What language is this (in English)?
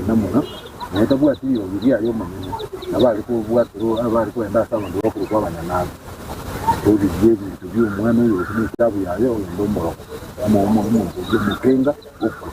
Gusii